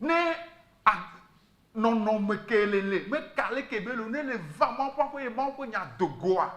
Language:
Ewe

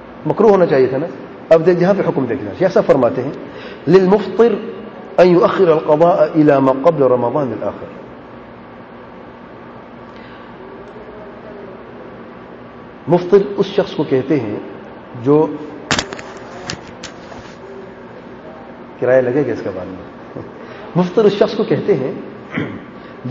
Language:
Urdu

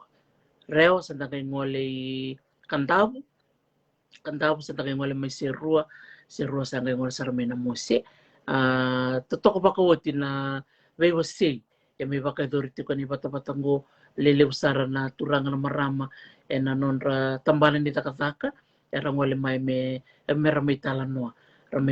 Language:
Fijian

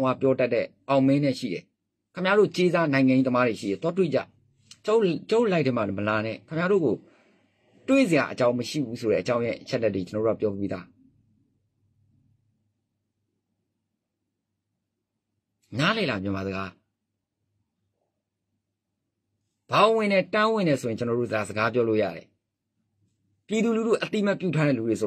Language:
Burmese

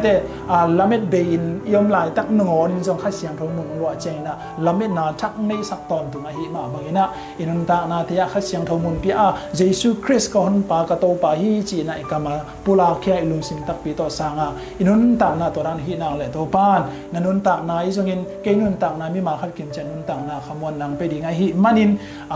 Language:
Tedim Chin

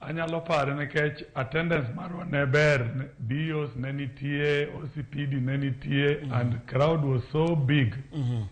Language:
Luo (Kenya and Tanzania)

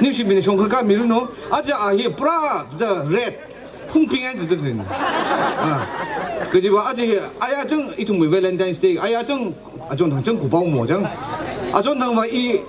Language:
Tangkhul Naga (India)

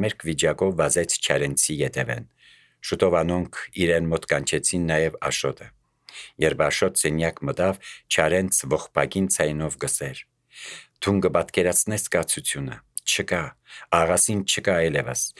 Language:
Armenian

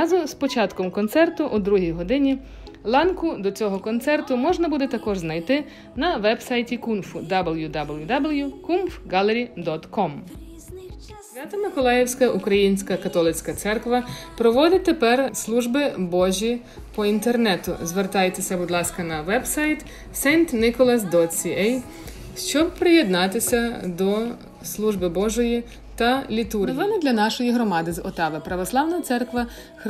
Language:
Ukrainian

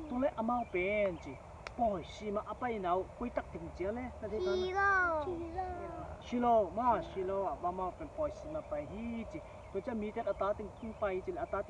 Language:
Tedim Chin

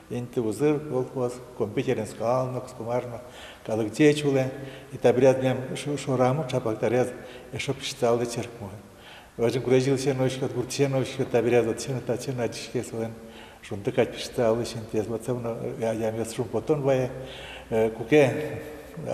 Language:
Udmurt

